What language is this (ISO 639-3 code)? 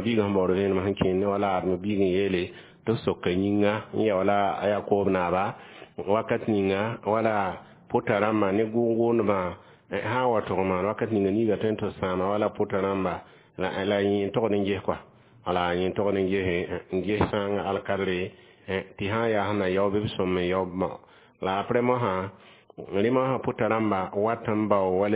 mos